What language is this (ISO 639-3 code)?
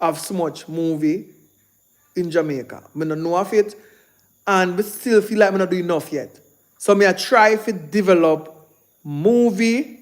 jam